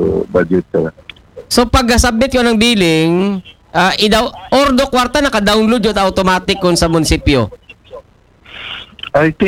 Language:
Filipino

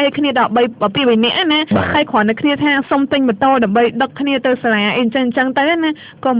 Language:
Khmer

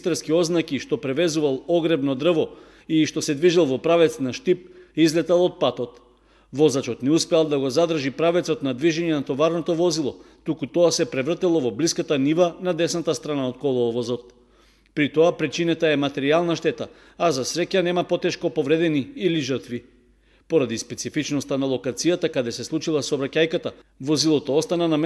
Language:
Macedonian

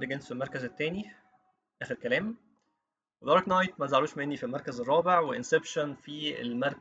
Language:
Egyptian Arabic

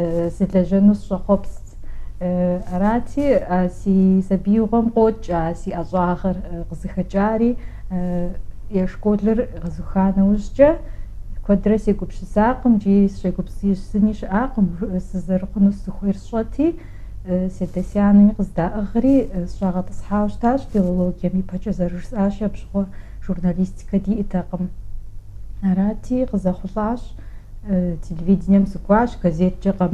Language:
Kabardian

